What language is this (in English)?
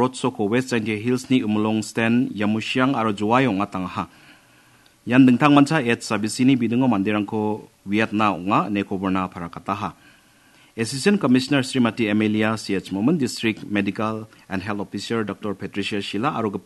Garo